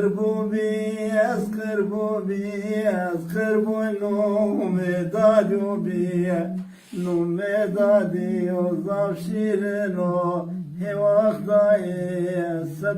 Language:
Zaza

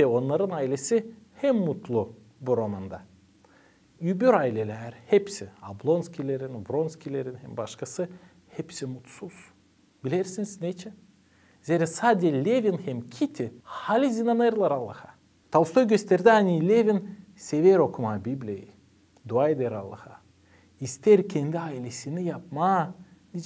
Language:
Gagauz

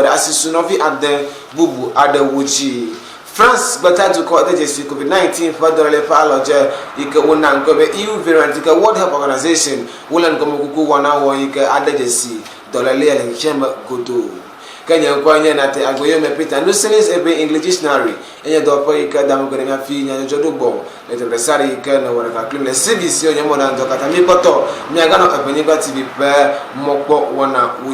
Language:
Ewe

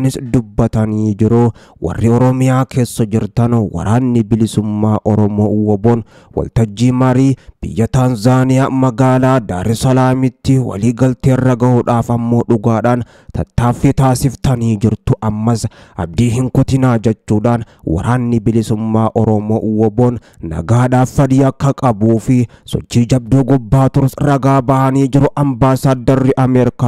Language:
Oromo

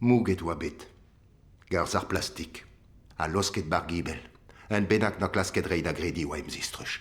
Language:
Breton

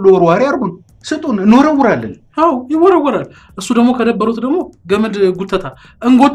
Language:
Amharic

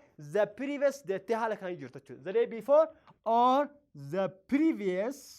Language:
Oromo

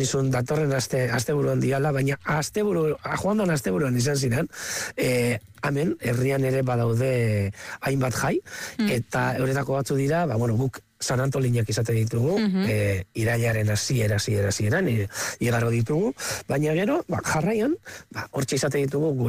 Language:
Basque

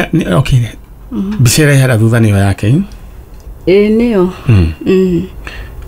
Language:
Kikuyu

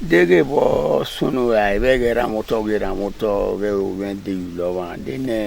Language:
Bini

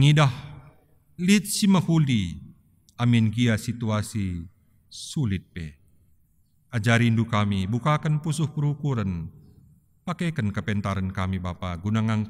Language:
Batak Karo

